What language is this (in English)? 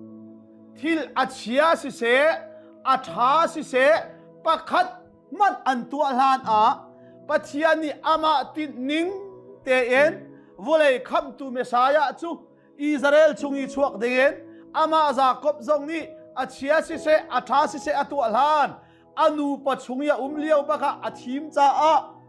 Hakha Chin